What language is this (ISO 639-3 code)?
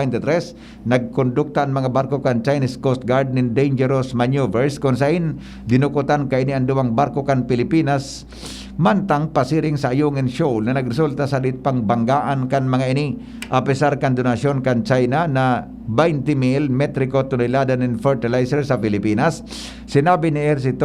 bik